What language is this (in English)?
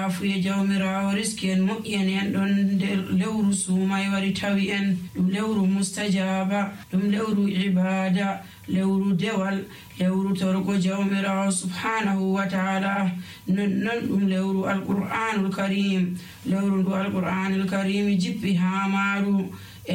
Nigerian Fulfulde